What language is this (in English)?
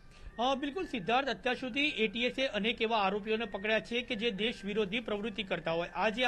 Gujarati